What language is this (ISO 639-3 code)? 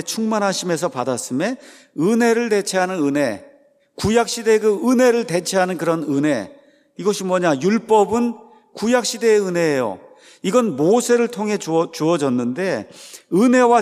kor